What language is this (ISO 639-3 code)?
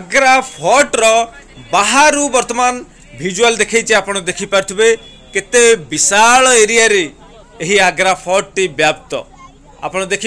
ori